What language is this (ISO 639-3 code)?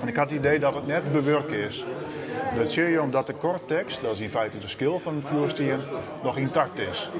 fry